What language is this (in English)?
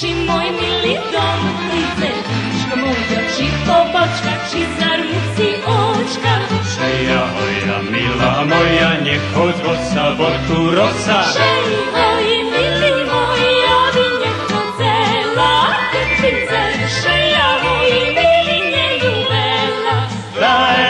Rusyn